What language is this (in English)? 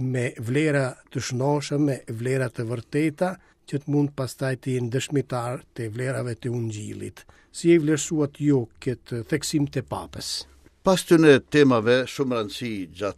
Albanian